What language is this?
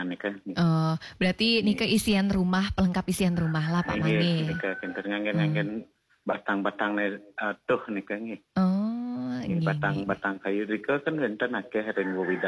Balinese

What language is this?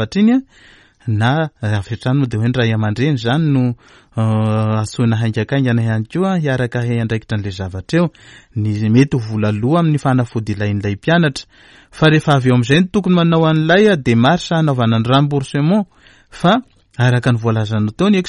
Malagasy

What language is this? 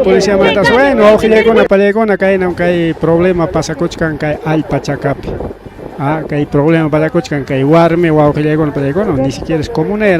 Ayacucho Quechua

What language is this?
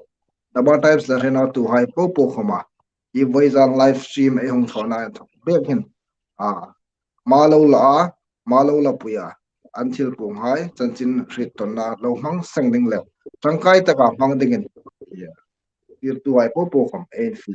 Hmar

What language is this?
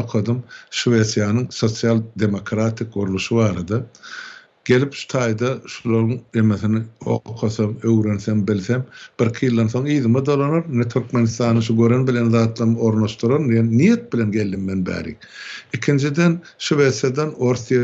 Turkmen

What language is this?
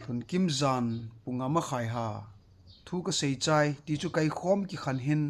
Thado Chin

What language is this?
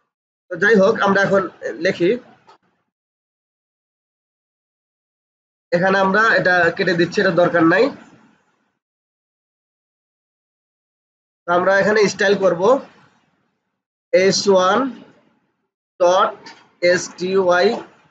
Bangla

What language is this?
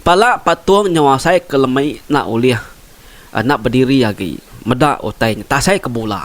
Iban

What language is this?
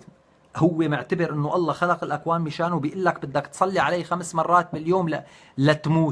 North Levantine Arabic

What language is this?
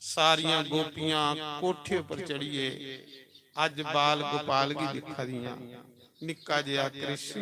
Dogri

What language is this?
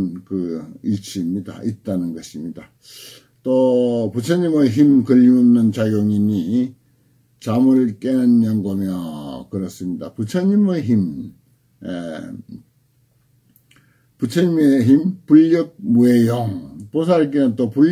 Korean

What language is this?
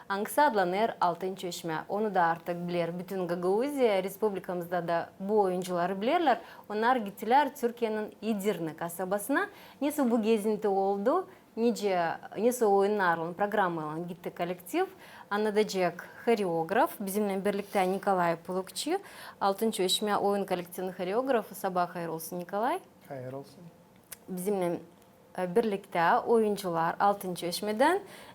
Gagauz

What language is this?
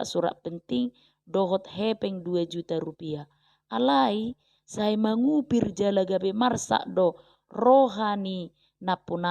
Batak Toba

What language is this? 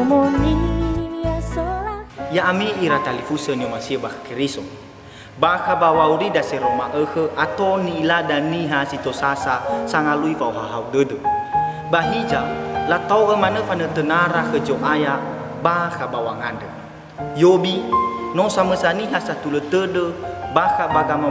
Nias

